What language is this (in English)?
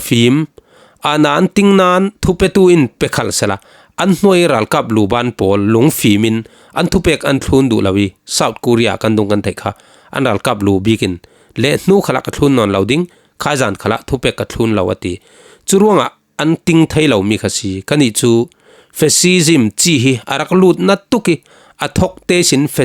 Falam Chin